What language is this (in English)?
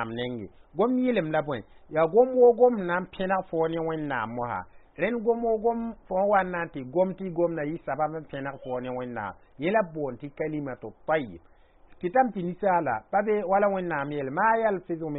Mossi